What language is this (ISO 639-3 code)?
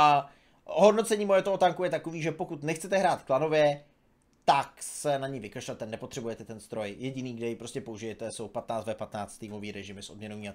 ces